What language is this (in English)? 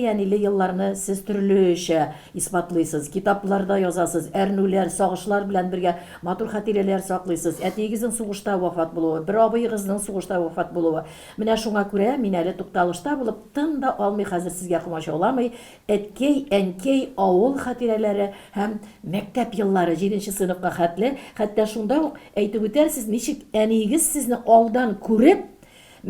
Tatar